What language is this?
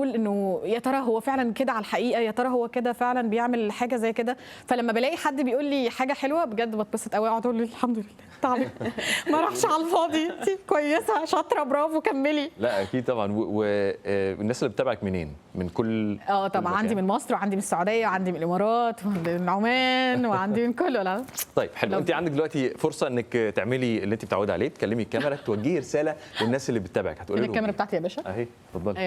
Egyptian Arabic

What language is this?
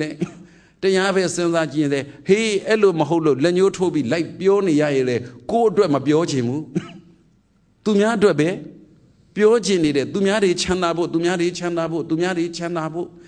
Burmese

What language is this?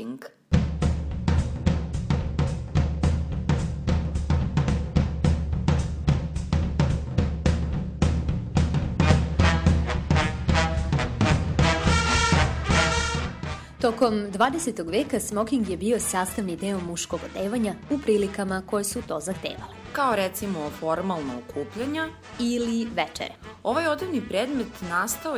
Serbian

